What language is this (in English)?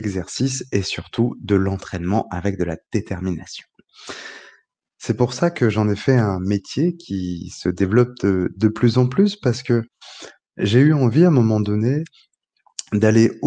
French